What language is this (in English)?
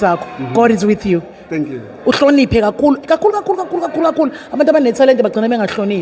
Zulu